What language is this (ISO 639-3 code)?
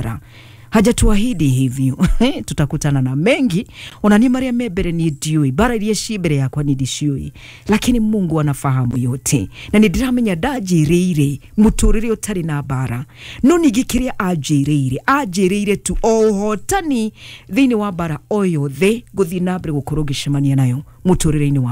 kik